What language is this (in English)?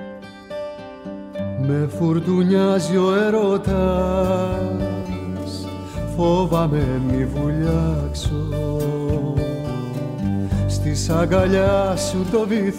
Greek